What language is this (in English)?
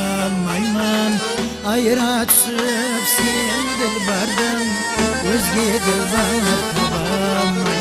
Kara-Kalpak